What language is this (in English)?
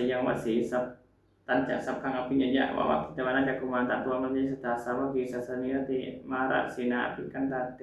Pali